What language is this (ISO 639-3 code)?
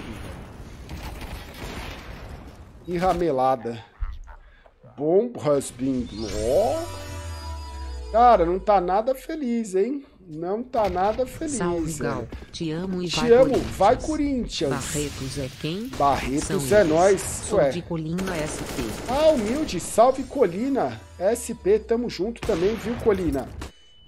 por